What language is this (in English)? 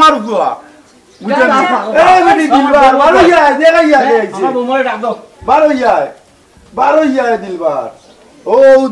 Sylheti